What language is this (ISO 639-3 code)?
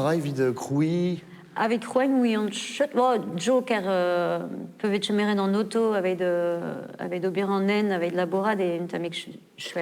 bre